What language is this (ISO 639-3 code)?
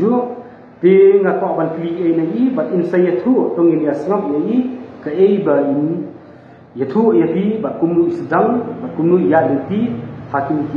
kha